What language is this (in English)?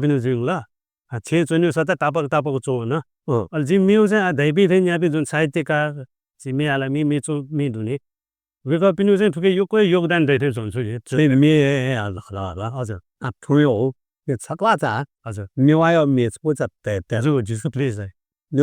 Newari